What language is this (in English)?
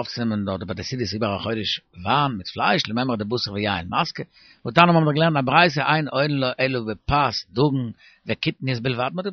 Yiddish